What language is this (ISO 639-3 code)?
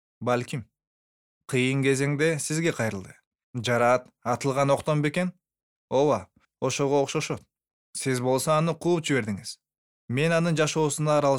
kir